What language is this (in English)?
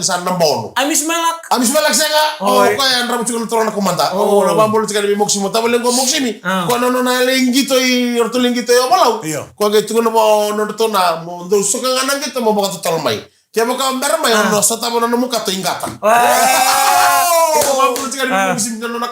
Fijian